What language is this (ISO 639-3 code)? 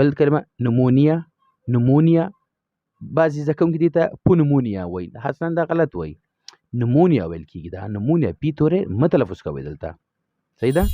pus